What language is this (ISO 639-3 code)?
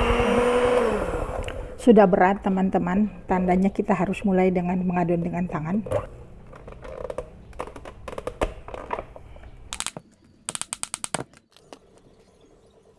ind